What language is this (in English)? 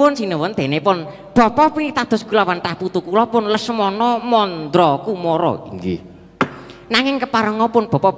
Javanese